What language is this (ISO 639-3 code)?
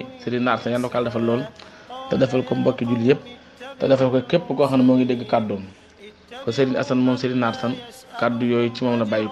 wol